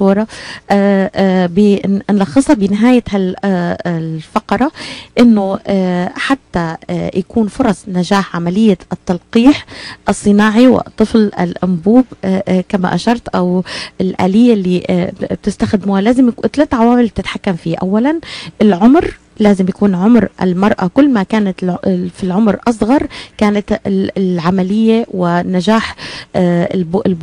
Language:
North Levantine Arabic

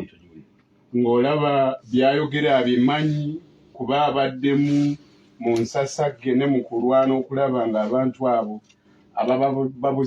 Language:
Ganda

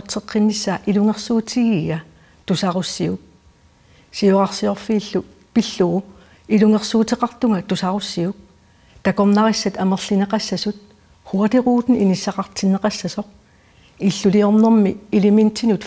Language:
Kalaallisut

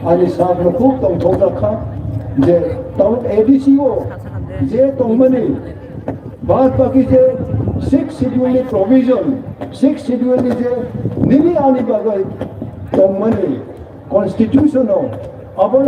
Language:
Kok Borok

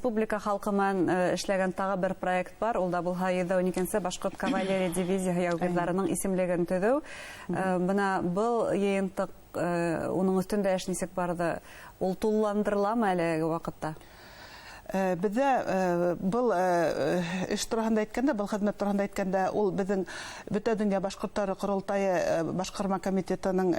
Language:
Bashkir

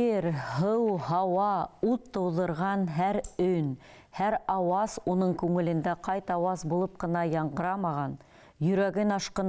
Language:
Bashkir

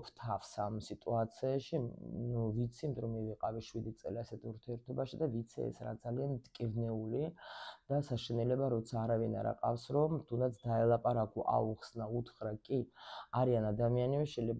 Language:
Georgian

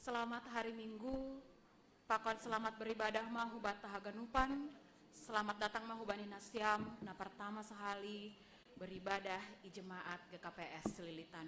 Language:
Batak Simalungun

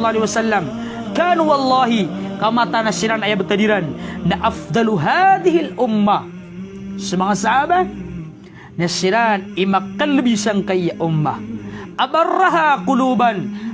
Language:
Maranao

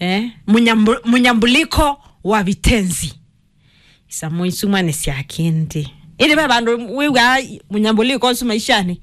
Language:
Kamba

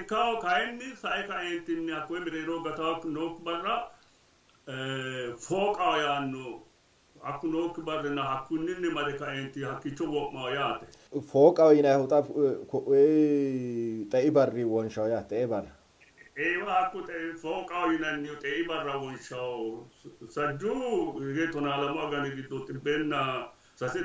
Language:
Sidamo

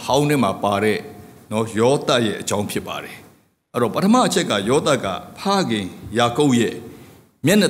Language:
Burmese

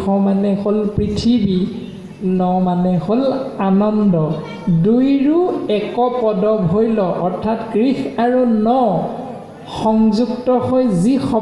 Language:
Assamese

